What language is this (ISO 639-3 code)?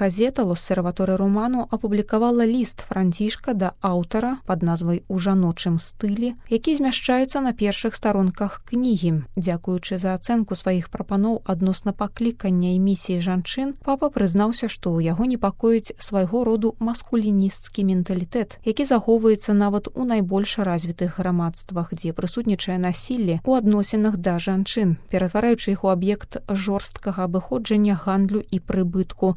bel